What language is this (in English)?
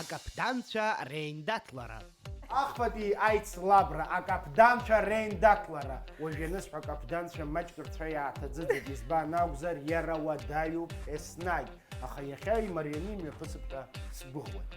Abkhazian